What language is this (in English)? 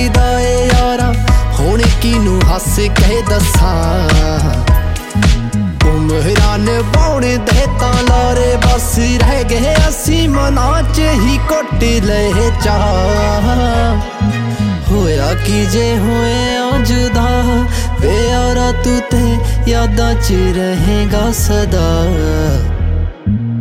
Punjabi